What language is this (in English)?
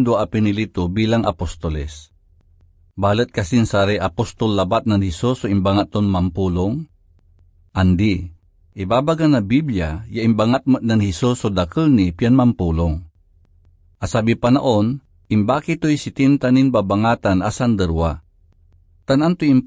Pangasinan